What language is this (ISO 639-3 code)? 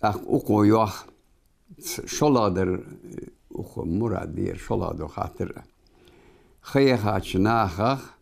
inh